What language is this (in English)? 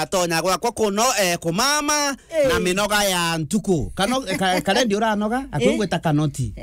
Meru